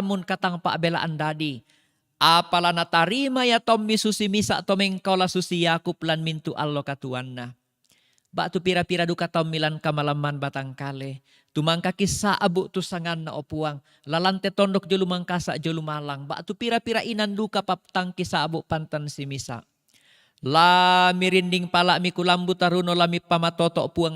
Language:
Toraja-Sa'dan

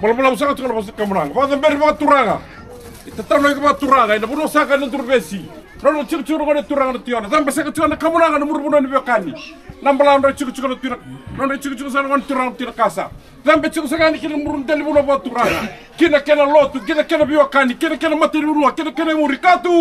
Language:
Fijian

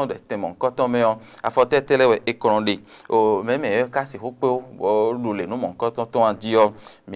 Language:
Fon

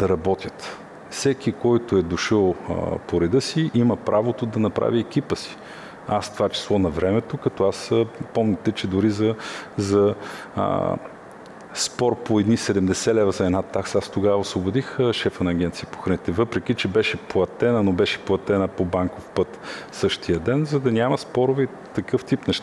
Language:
Bulgarian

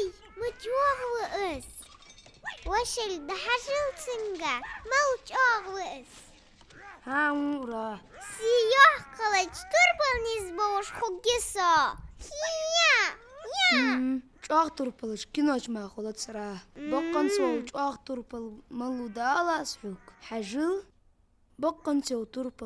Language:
Ingush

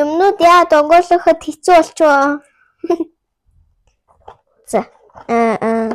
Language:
Mongolian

